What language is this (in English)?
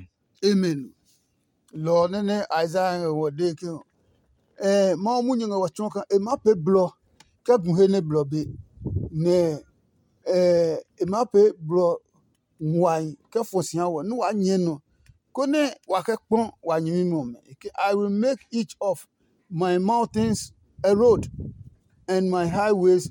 Adangme